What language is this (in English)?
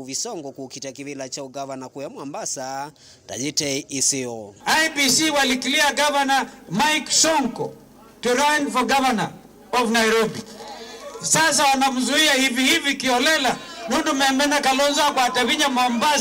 Kamba